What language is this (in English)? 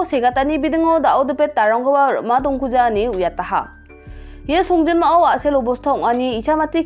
Garo